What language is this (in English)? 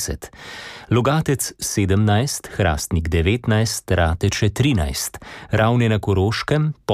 Slovenian